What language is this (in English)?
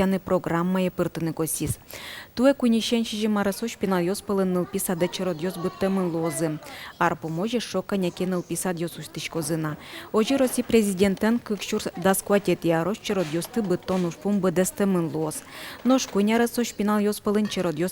Udmurt